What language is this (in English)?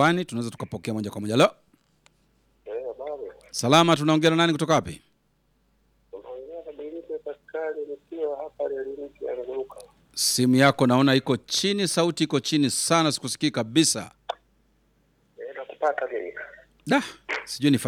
Swahili